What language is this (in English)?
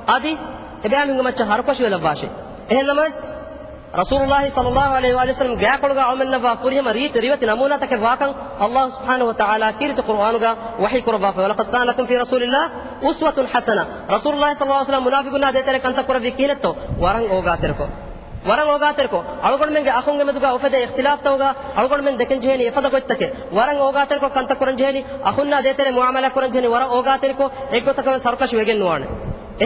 Divehi